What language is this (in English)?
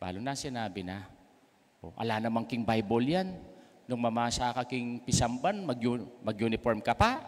Pampanga